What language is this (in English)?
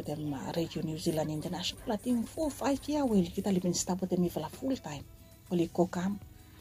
Bislama